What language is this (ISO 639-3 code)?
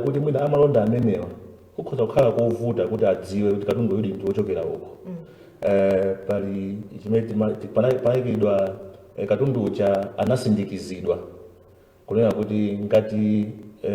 nya